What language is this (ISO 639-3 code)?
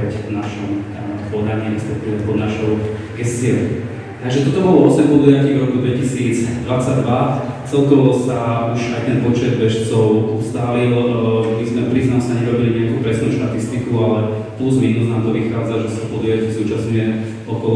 slk